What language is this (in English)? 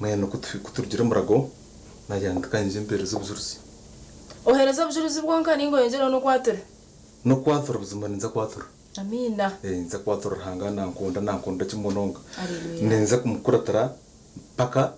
Nyankole